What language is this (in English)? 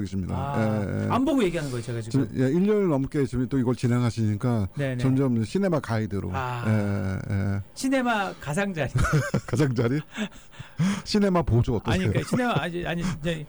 Korean